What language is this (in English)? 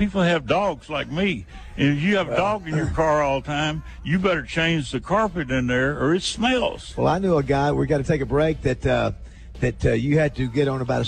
English